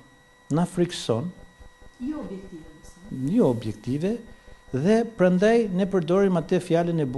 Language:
Albanian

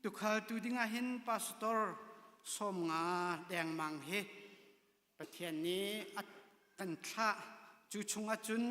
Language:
Hakha Chin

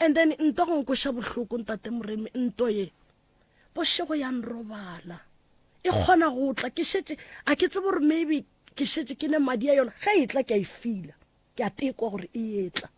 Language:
Northern Sotho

